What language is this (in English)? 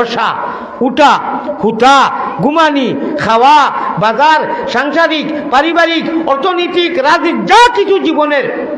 Sylheti